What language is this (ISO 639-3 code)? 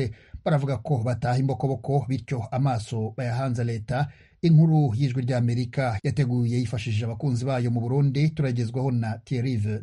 kin